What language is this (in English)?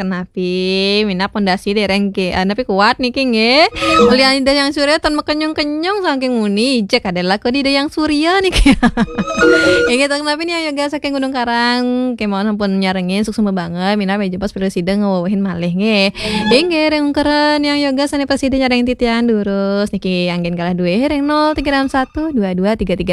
Balinese